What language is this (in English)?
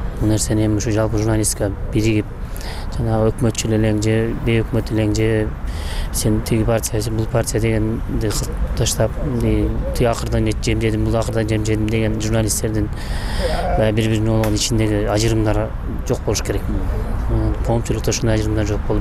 Kyrgyz